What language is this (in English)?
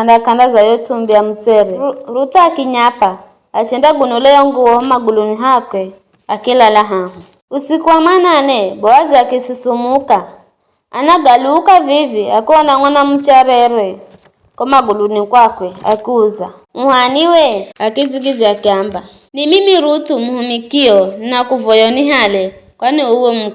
Giryama